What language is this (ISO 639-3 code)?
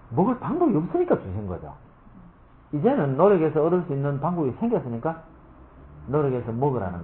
kor